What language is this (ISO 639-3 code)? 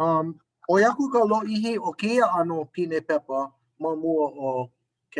haw